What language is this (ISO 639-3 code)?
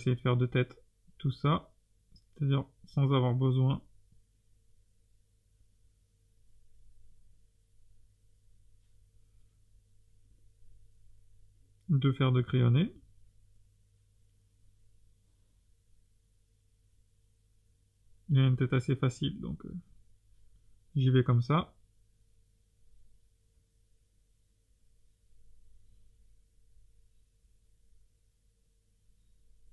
fra